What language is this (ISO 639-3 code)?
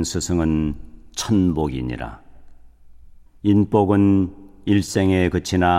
kor